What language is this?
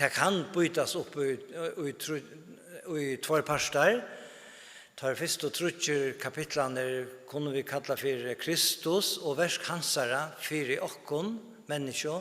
Faroese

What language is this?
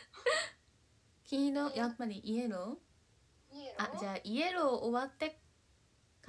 Japanese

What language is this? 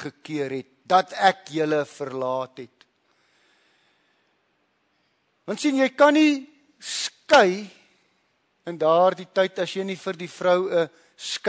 Afrikaans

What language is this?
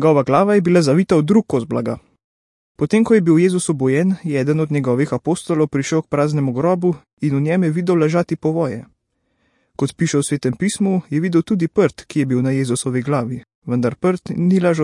Slovenian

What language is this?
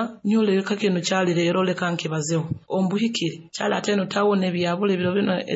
Nyoro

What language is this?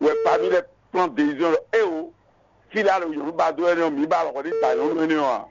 Fon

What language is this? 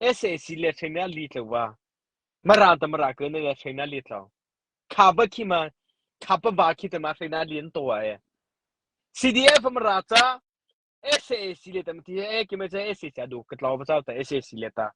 Mara Chin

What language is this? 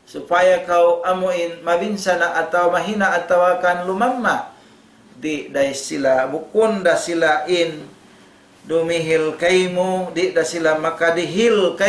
Tausug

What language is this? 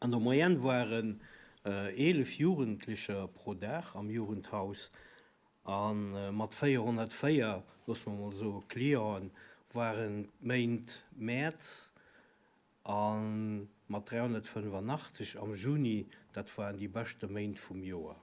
Luxembourgish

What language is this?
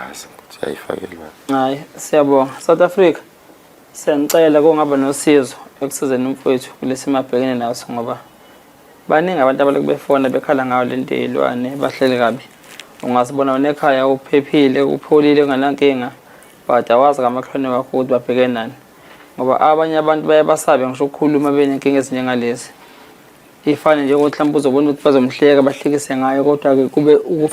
Zulu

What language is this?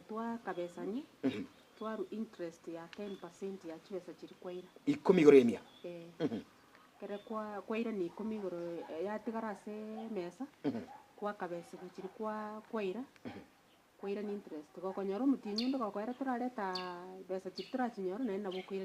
Gusii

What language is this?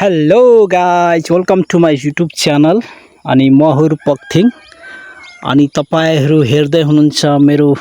Nepali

